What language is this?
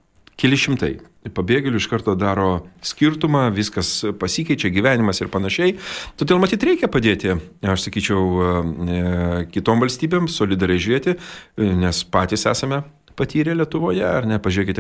Lithuanian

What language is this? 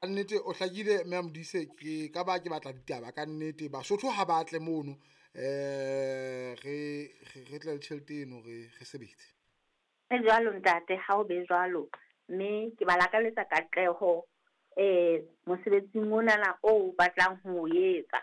Southern Sotho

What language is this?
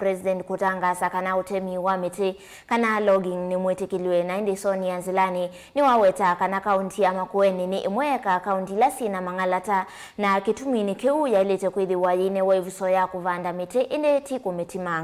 Kamba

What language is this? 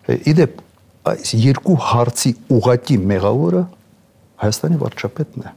Armenian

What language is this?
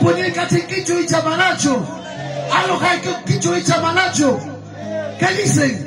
Ayacucho Quechua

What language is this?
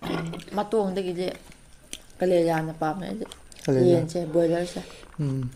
Manipuri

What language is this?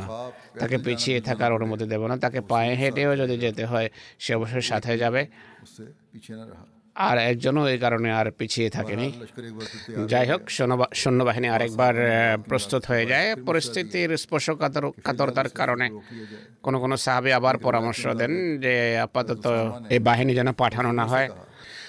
Bangla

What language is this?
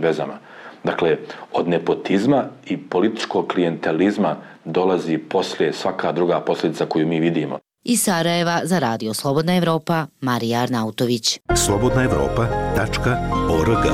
Bosnian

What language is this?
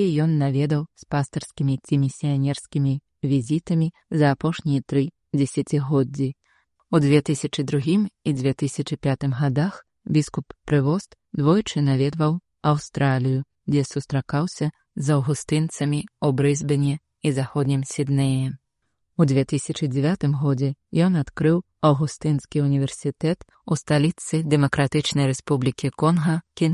Belarusian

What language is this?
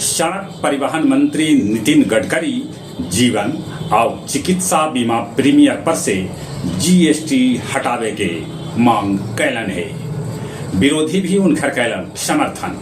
Magahi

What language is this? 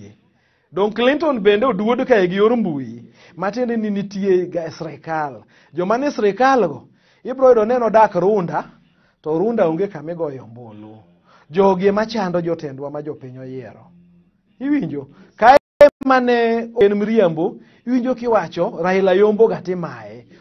Luo (Kenya and Tanzania)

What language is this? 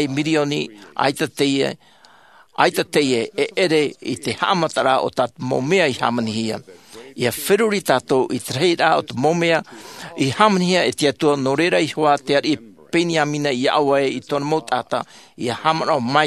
Tahitian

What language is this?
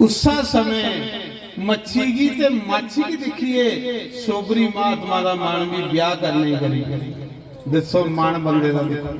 Dogri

